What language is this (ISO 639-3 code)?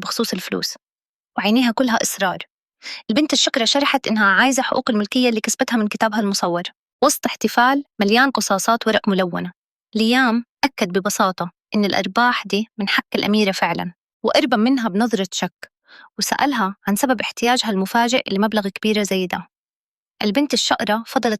arz